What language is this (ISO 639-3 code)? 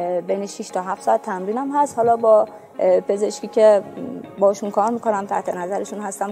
fas